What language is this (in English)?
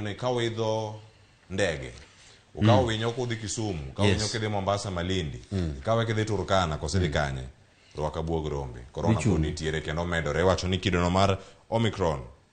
Luo (Kenya and Tanzania)